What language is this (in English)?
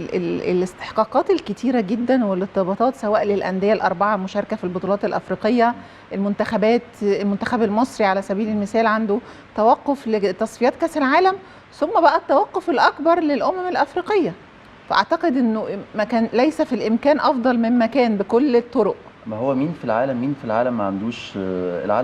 Egyptian Arabic